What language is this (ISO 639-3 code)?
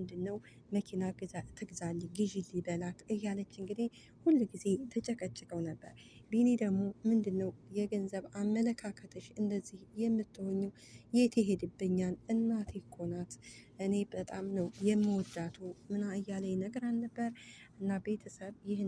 amh